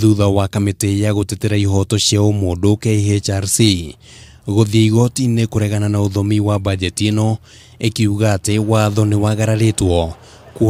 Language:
Kikuyu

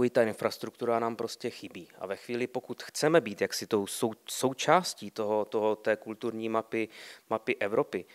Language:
Czech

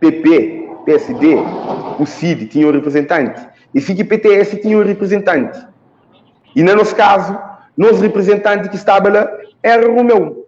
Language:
Kabuverdianu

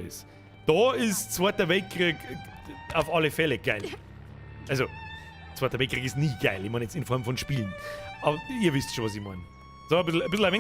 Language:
Bavarian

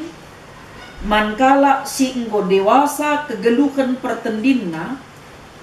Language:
Batak Karo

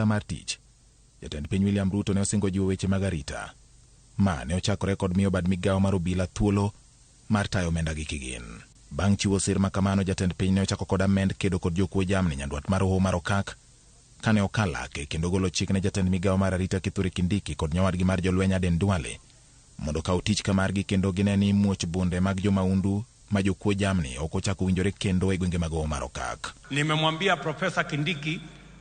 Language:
Luo (Kenya and Tanzania)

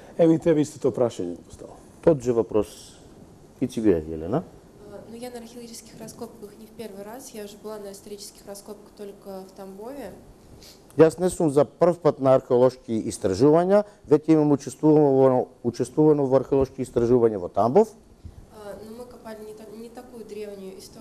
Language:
Macedonian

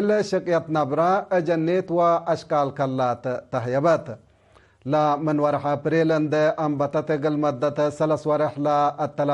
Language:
Tigre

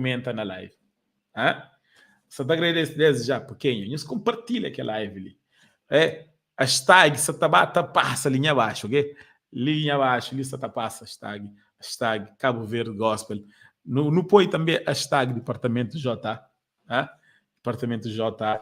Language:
Kabuverdianu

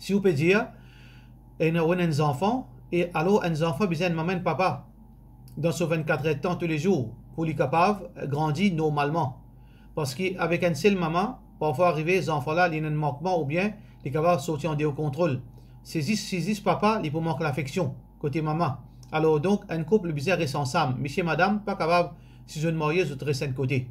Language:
Morisyen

